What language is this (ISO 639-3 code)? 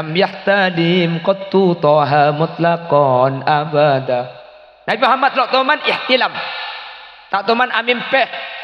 mad